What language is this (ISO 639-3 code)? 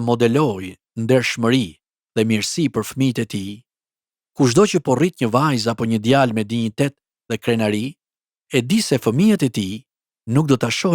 sqi